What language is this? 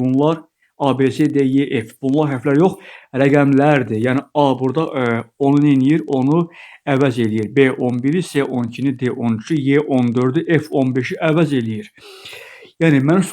Azerbaijani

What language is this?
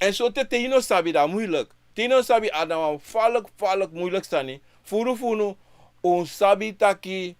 Sranan Tongo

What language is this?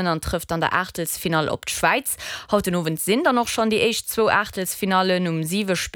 Luxembourgish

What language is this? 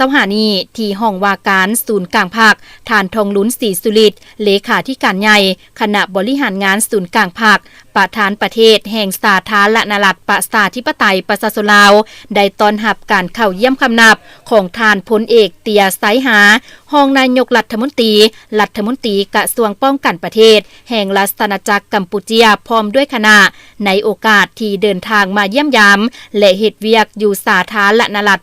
Lao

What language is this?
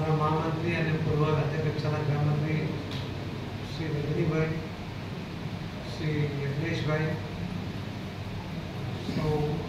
Gujarati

